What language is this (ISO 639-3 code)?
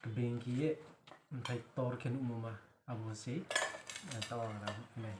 ria